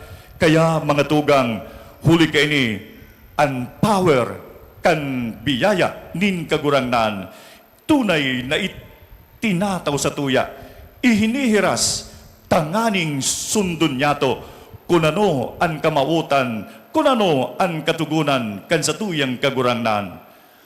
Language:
Bikol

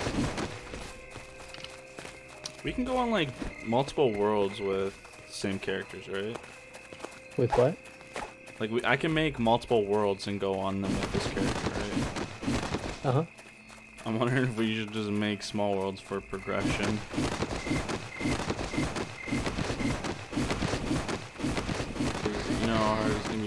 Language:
English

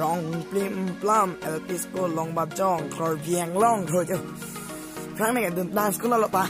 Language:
Karbi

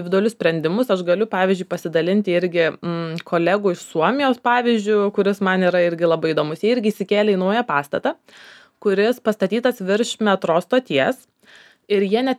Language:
Lithuanian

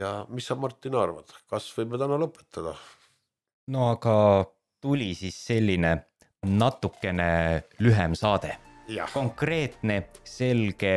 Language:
Estonian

